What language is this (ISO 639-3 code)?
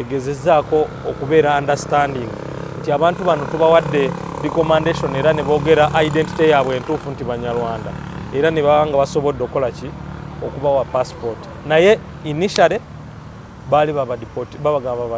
lug